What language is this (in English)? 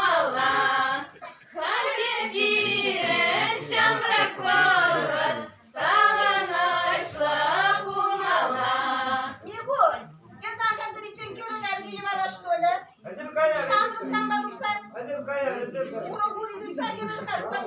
Chuvash